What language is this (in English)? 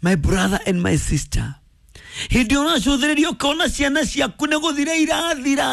Kikuyu